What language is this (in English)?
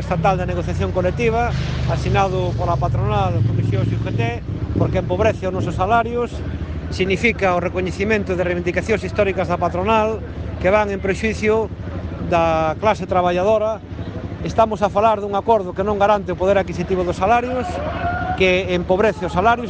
Galician